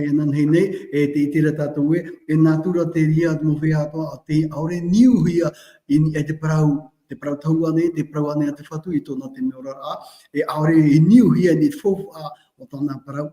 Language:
Tahitian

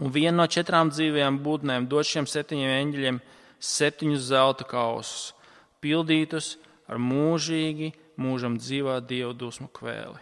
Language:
Latvian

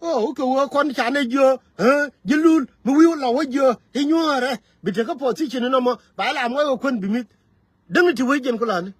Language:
Nuer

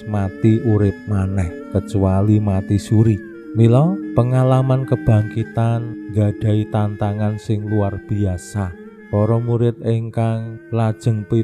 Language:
Javanese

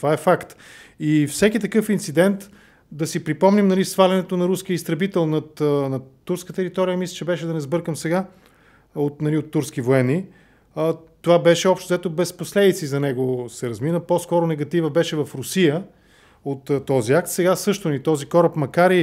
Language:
Bulgarian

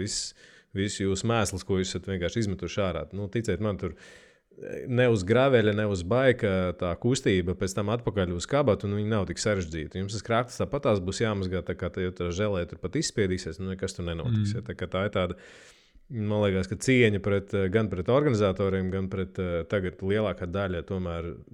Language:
Latvian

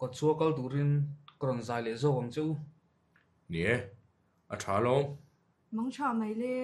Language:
Mizo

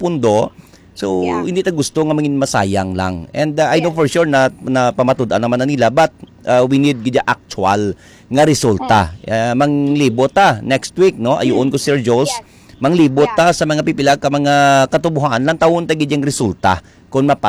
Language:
Hiligaynon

